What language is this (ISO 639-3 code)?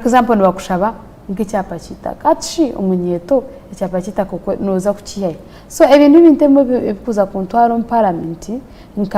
nyn